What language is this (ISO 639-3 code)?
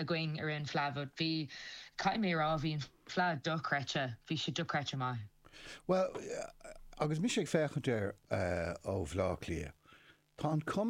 gle